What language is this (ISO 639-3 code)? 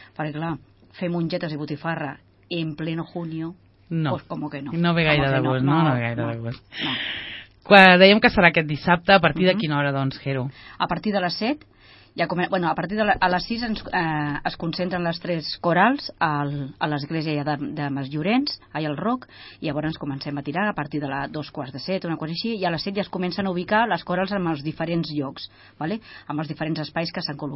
cat